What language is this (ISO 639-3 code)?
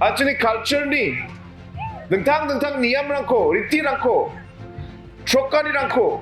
grt